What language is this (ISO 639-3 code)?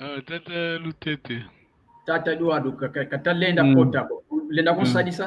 kwy